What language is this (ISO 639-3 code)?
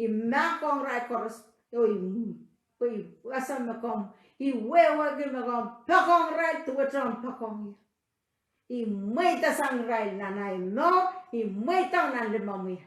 pon